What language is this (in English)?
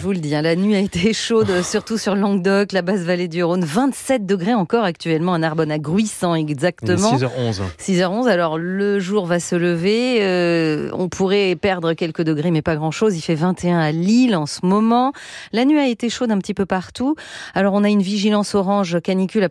French